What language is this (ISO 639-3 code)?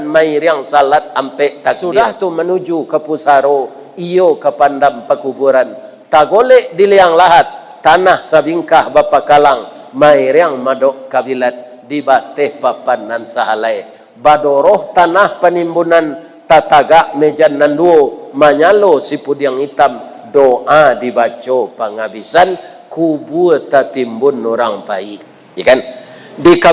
min